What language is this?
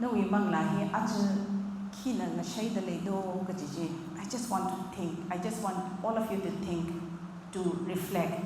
Tangkhul Naga (India)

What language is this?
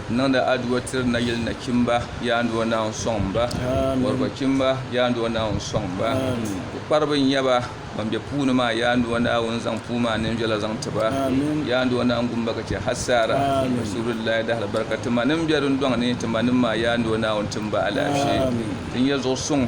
Dagbani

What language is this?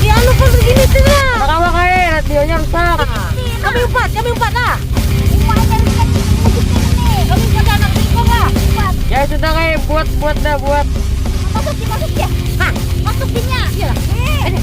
Banjar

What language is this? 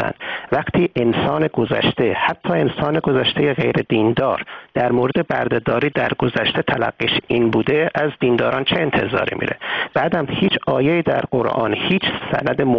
Persian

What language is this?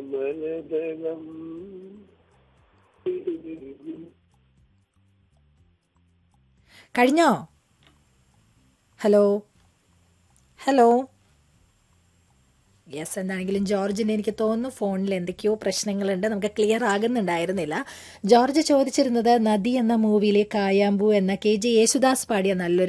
Malayalam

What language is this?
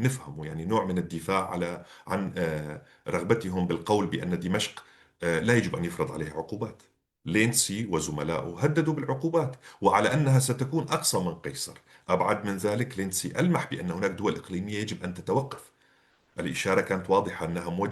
North Levantine Arabic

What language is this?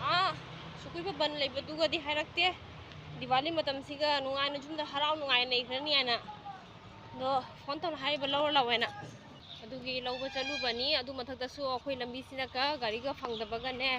Manipuri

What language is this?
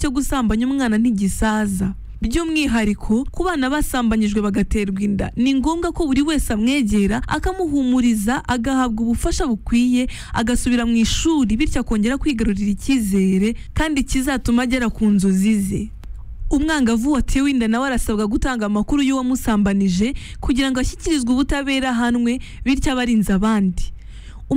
Kinyarwanda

